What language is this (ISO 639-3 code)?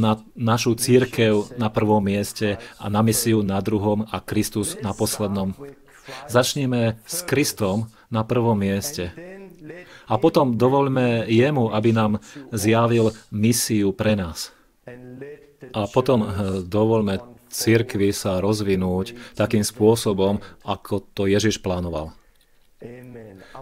slk